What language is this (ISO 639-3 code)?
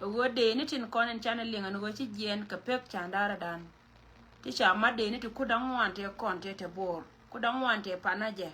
nus